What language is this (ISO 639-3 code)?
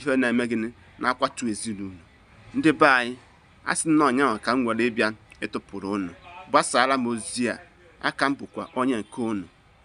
ibo